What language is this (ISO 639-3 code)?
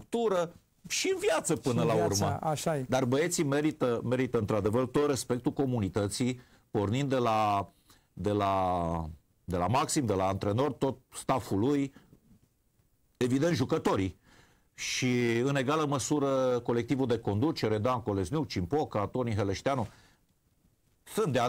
ron